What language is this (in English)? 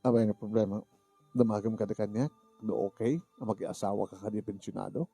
Iloko